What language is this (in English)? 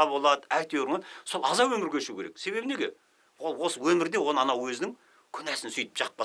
Kazakh